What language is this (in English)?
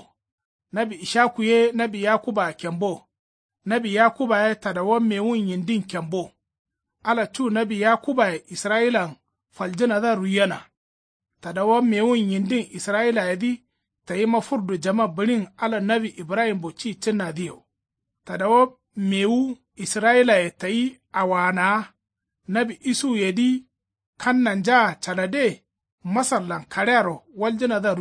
Kanuri